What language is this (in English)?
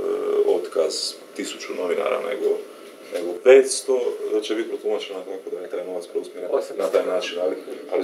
Croatian